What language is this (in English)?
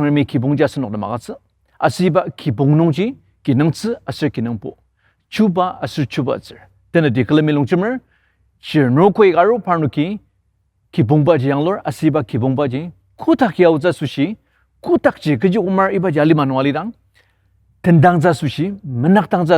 Ao Naga